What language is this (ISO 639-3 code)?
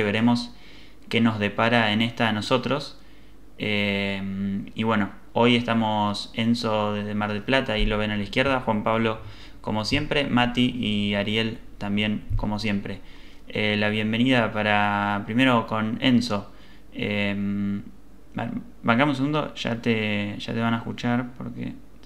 spa